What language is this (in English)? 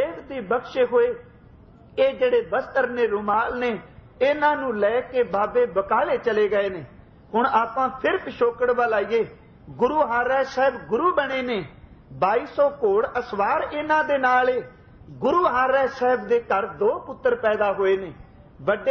Punjabi